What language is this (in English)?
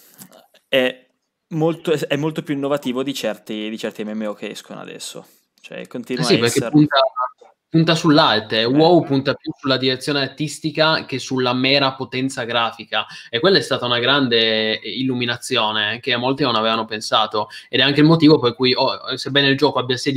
Italian